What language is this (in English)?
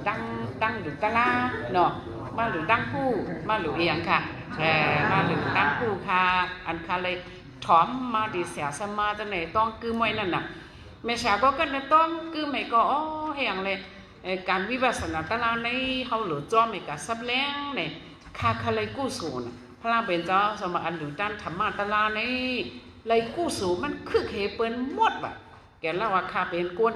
Shan